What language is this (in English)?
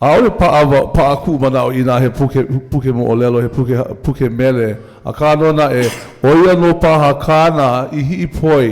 Hawaiian